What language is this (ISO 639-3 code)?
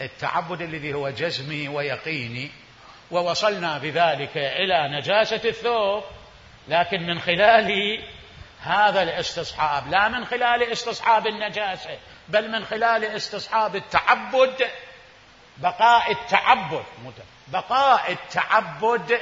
acm